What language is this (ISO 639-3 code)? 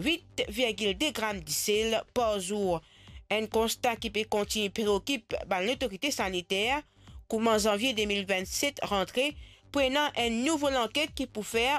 mfe